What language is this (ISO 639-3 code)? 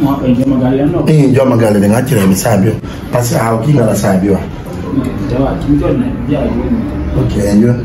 fuf